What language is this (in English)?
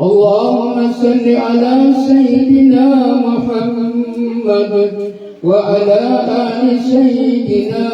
Maranao